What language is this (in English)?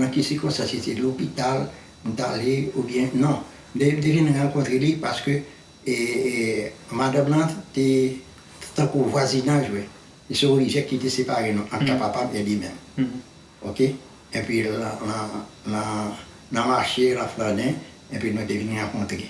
Haitian Creole